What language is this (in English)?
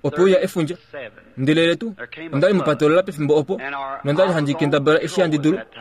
Kuanyama